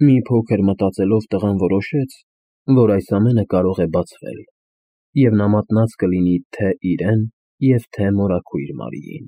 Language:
Armenian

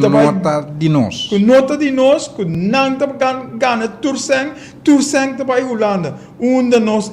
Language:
Papiamento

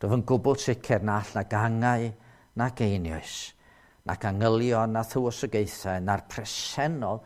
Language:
Welsh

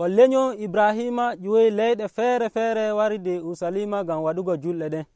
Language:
Nigerian Fulfulde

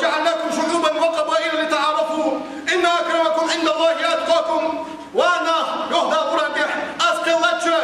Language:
Ingush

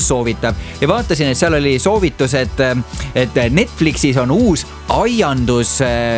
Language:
Estonian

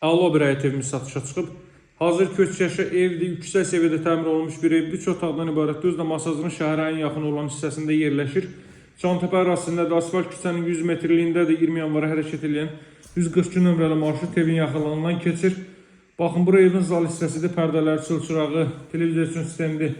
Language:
Azerbaijani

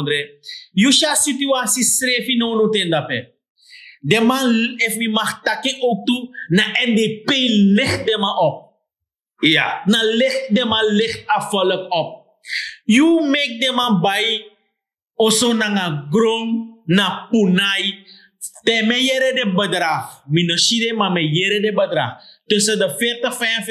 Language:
Sranan Tongo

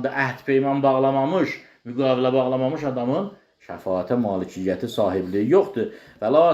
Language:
Azerbaijani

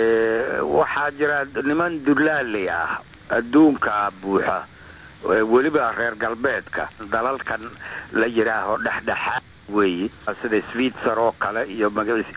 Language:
Somali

